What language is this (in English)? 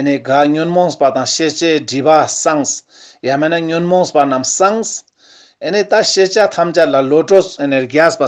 Ladakhi